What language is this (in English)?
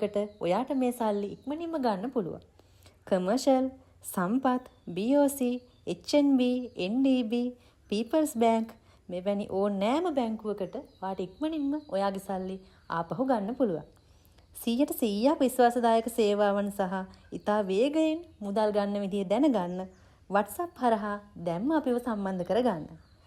Sinhala